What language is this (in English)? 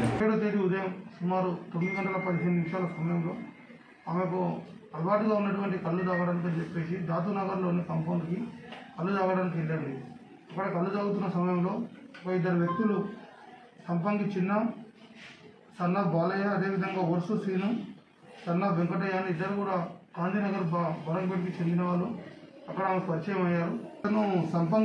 Telugu